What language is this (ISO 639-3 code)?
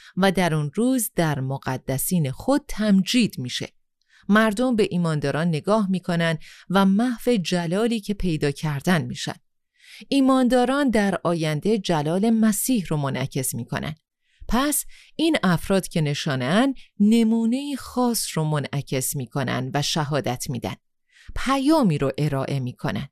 fas